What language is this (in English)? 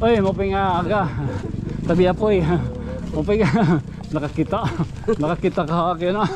Waray